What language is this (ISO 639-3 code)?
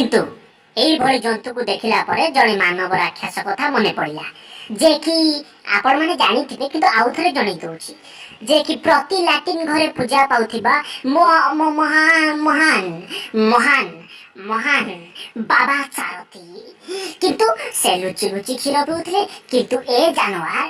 ori